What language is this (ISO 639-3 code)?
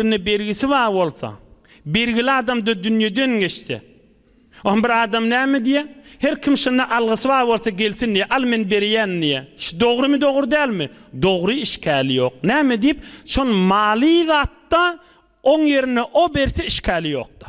tuk